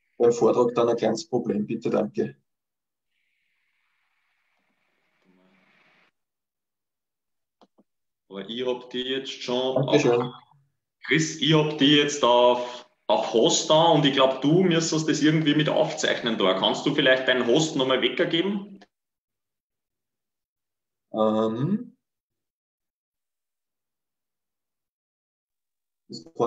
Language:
German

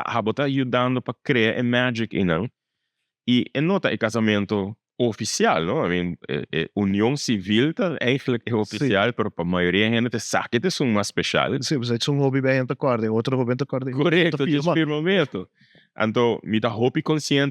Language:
Papiamento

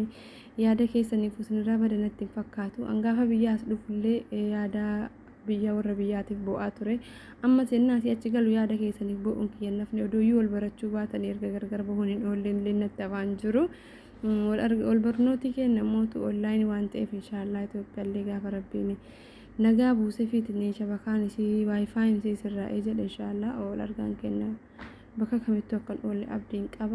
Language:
Oromo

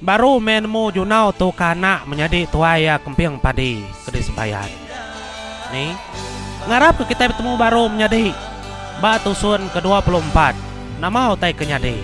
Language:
Iban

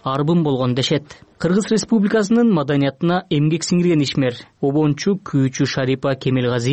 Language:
Kyrgyz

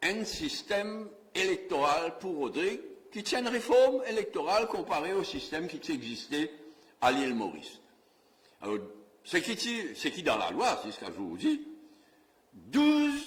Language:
Morisyen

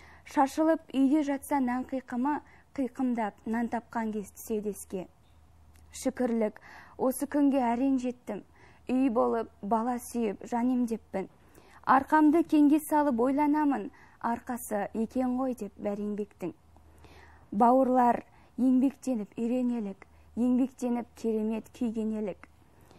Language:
Kazakh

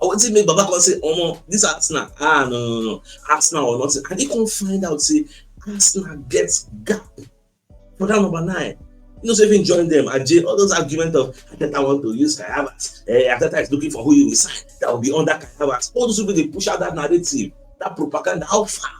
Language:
Nigerian Pidgin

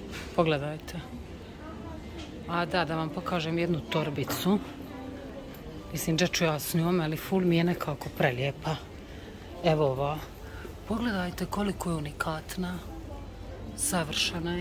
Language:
Croatian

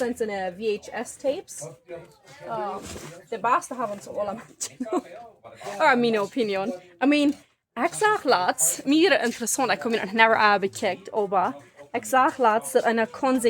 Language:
Plautdietsch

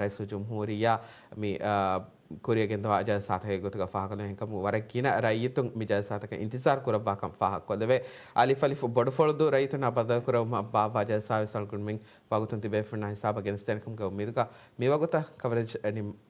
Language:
Divehi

